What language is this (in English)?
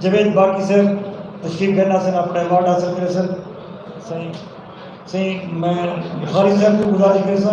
Saraiki